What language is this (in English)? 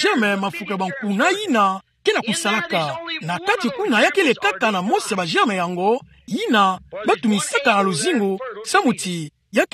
Kituba (Democratic Republic of Congo)